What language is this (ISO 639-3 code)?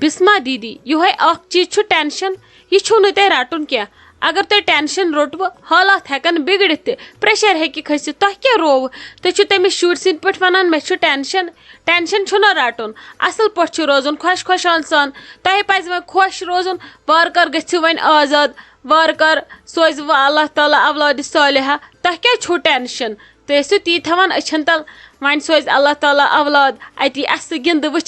kas